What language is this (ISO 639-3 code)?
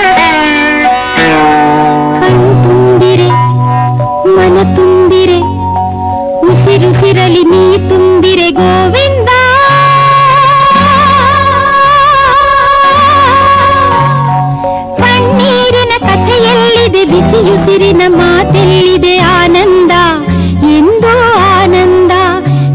kan